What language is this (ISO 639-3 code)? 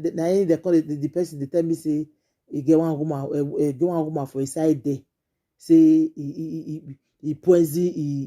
pcm